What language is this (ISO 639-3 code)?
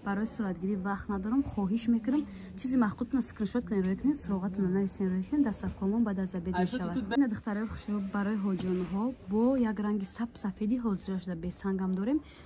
tgk